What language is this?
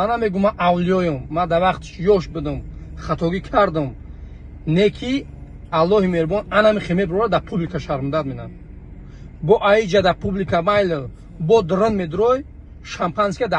Tajik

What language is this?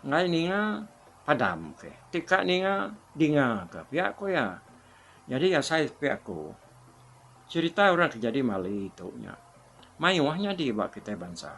Iban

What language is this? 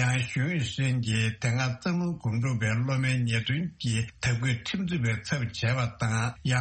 Tibetan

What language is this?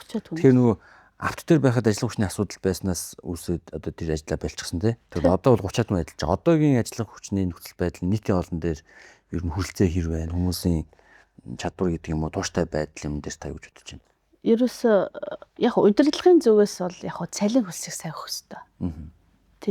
Mongolian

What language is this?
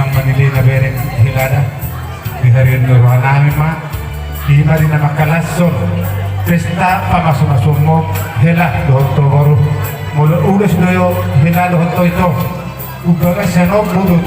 Batak Toba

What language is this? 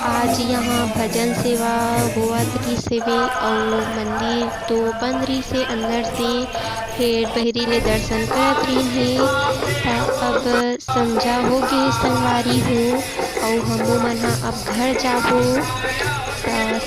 Chhattisgarhi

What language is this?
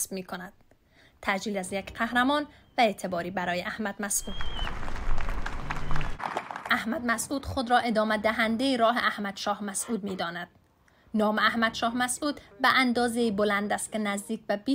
Persian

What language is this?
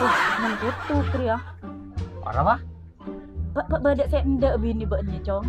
Madurese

